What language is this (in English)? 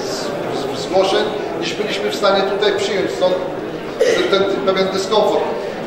Polish